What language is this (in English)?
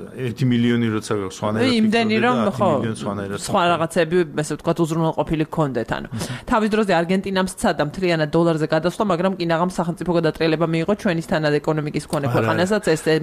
Georgian